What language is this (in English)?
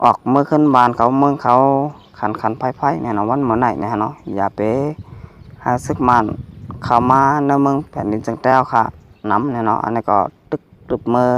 Shan